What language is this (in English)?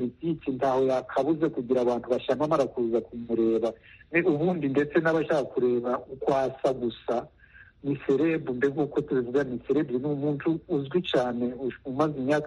Kinyarwanda